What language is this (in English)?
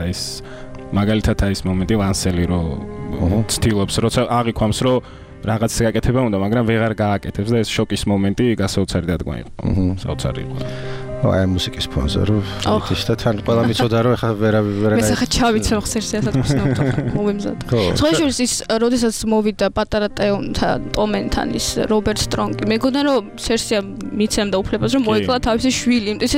Georgian